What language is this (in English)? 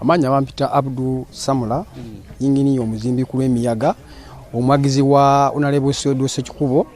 Nyankole